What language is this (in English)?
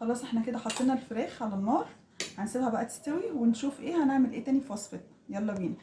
Egyptian Arabic